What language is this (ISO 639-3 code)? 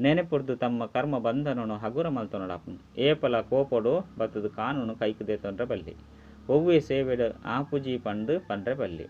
tcy